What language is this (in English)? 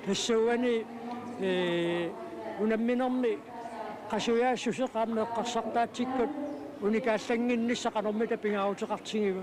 Kalaallisut